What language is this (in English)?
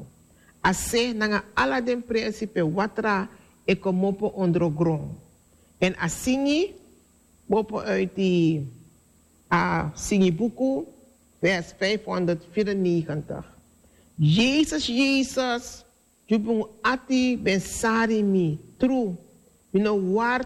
Sranan Tongo